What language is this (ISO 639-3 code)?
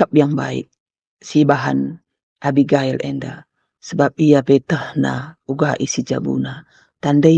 btx